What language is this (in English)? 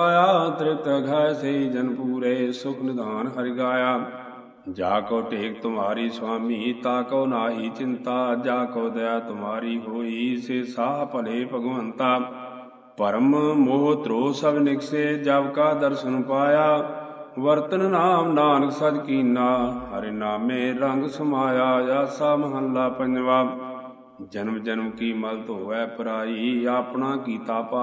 Punjabi